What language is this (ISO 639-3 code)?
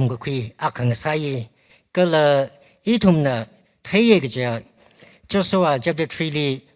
nmf